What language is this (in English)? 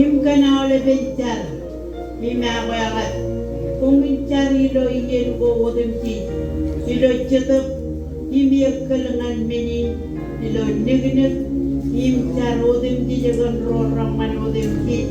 Marshallese